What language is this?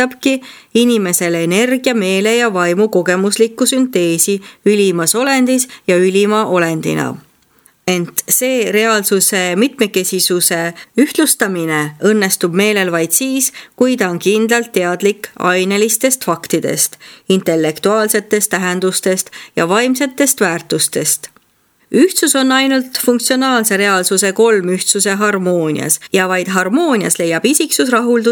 Estonian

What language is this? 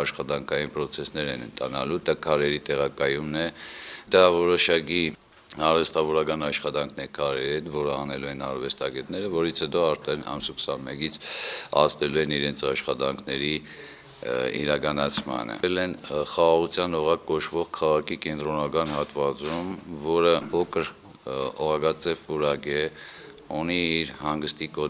Armenian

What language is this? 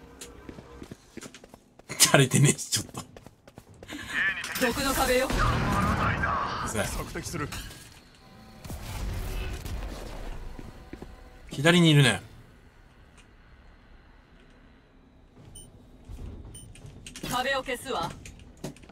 Japanese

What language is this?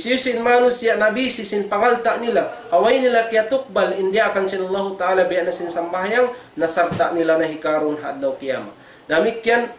Tausug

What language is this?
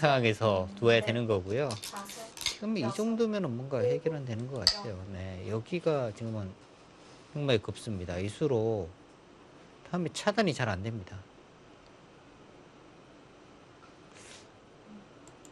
Korean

